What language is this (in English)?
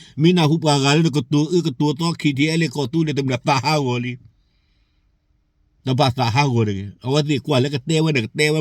S'gaw Karen